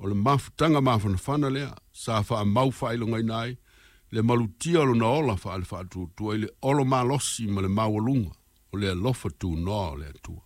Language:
Samoan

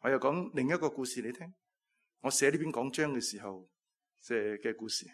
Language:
Cantonese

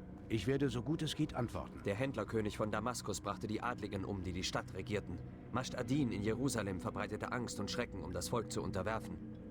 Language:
Bavarian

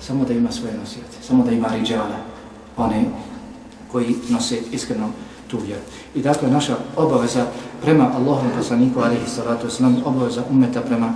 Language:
Bosnian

